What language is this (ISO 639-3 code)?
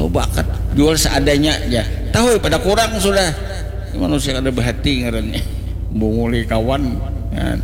bjn